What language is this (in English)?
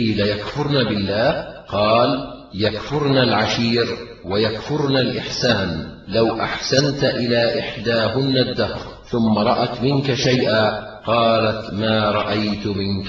Arabic